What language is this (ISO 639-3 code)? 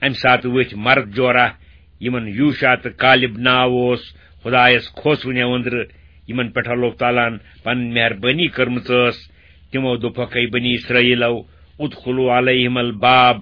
kas